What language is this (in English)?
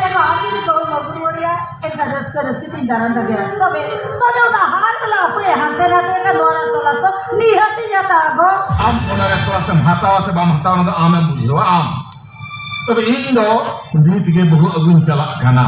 Santali